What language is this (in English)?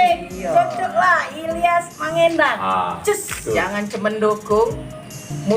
Musi